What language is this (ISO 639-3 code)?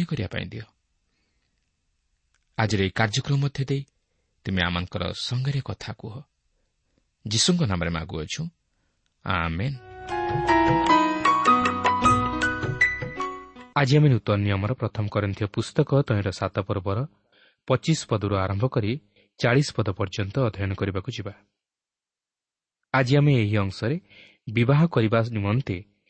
ori